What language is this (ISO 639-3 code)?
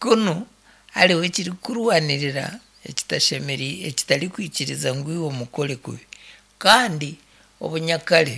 nyn